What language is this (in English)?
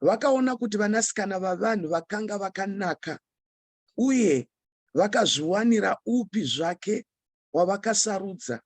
Shona